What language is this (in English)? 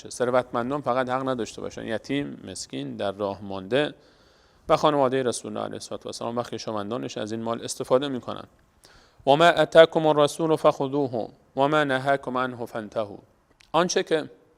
Persian